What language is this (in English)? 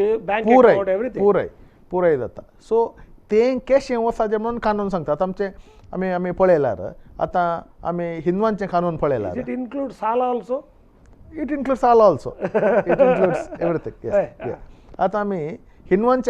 Konkani